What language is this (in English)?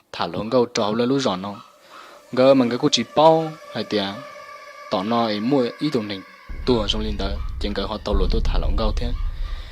Hmong